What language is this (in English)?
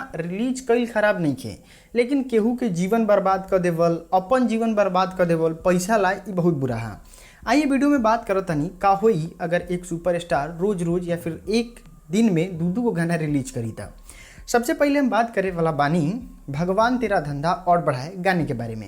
Bhojpuri